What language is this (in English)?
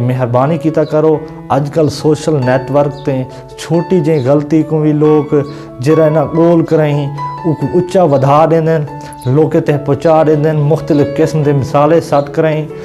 Saraiki